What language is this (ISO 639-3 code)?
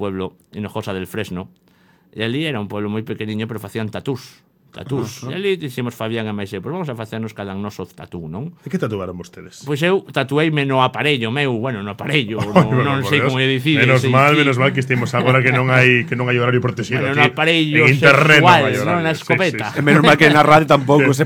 glg